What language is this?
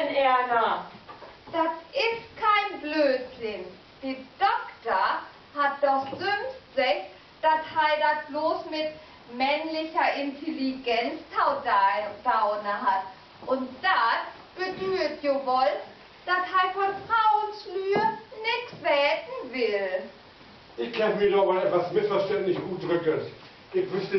Low German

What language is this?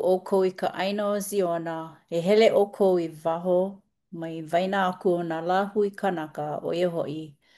Hawaiian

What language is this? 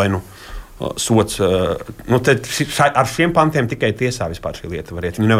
Latvian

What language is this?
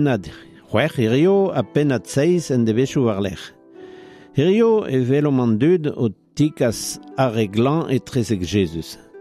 Breton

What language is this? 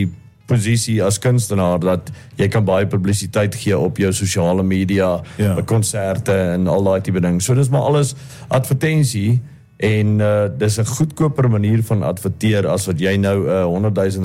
Afrikaans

